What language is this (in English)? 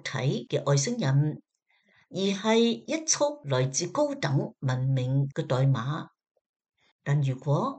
Cantonese